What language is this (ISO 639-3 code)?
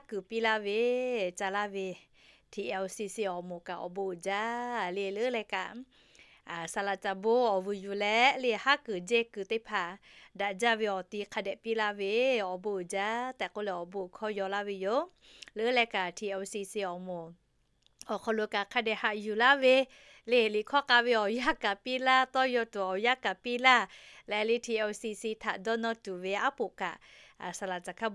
lhu